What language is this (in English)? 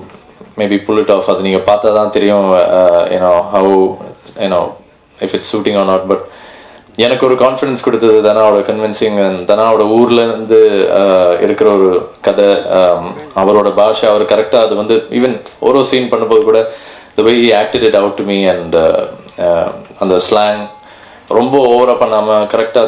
Tamil